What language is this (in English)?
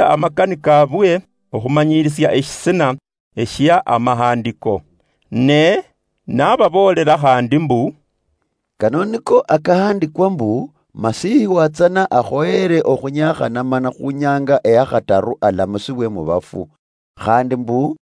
Luyia